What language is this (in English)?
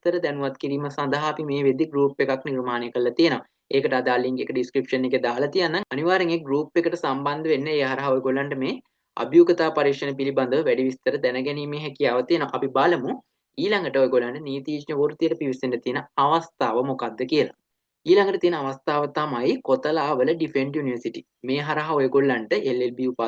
Sinhala